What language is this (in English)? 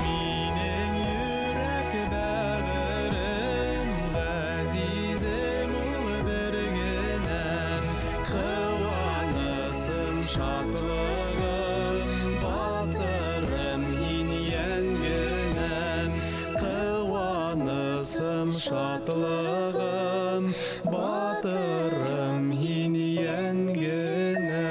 Bashkir